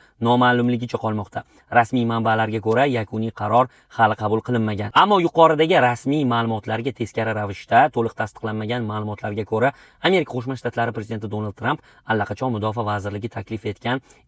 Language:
Uzbek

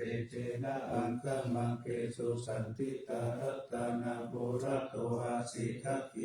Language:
Pali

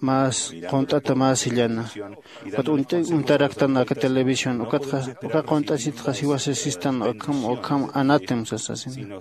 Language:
Aymara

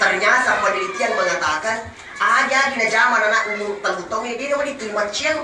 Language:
Buginese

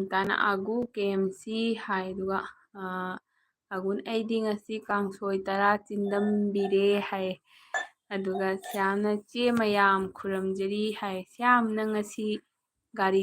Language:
Manipuri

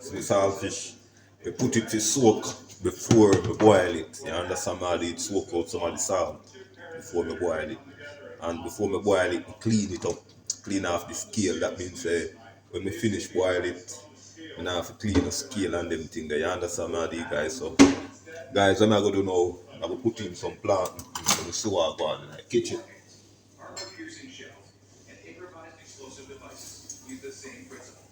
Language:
Jamaican Creole English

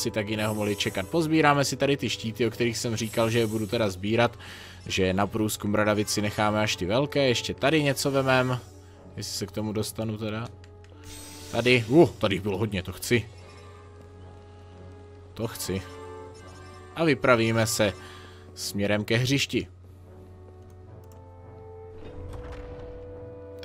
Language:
Czech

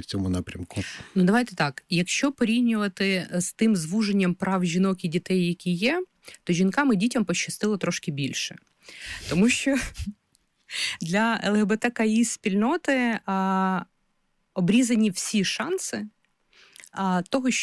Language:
Ukrainian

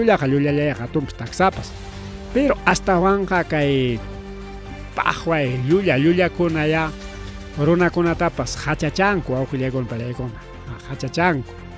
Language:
Ayacucho Quechua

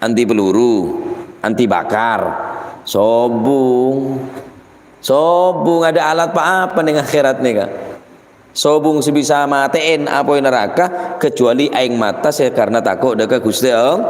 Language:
Madurese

